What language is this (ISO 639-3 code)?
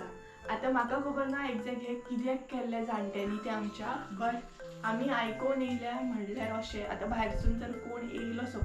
kok